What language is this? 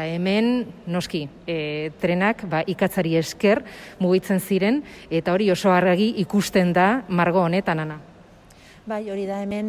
Basque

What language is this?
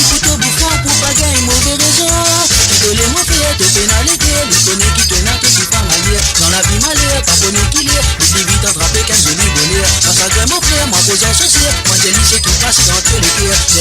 Morisyen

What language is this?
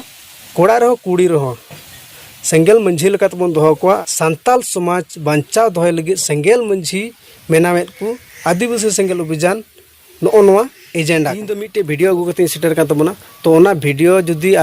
Santali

